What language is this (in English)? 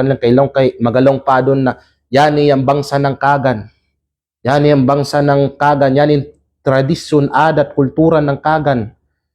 Kalagan